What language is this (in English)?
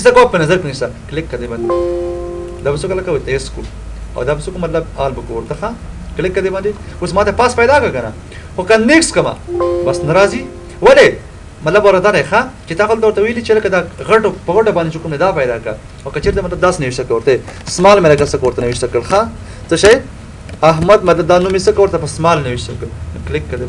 Pashto